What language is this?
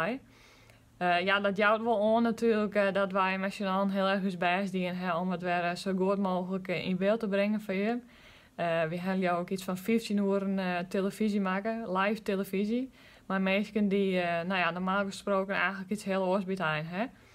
Western Frisian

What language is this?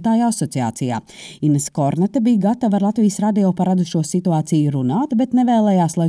Latvian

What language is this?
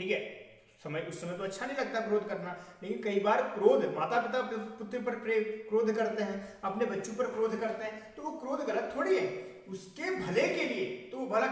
Hindi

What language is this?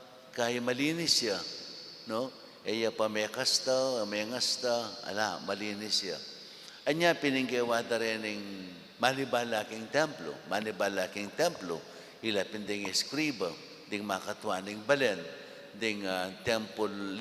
Pampanga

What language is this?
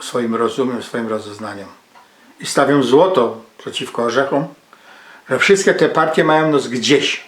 Silesian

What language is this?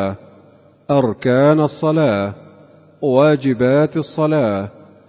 Arabic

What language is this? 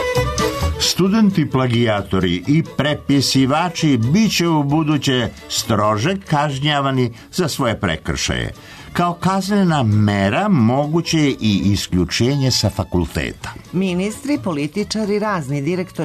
Serbian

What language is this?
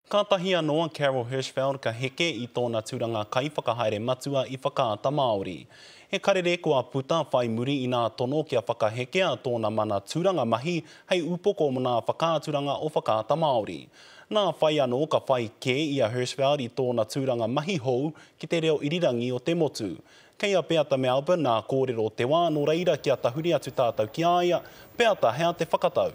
Māori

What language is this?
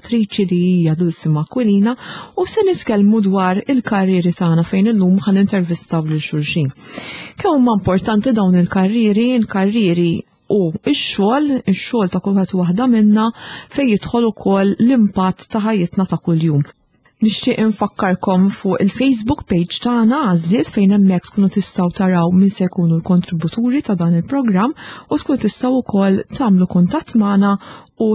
Maltese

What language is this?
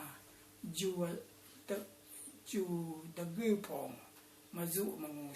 Rawang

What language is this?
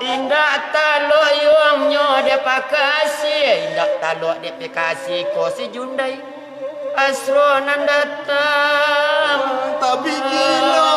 Minangkabau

